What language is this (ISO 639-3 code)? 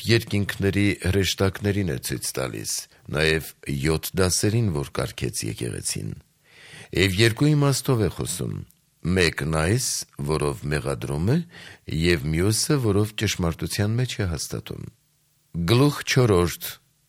hye